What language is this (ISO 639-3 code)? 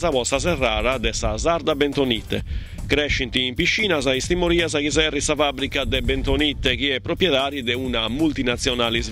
srd